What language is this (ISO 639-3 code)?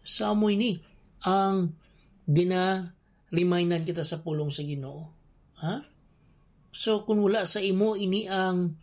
hil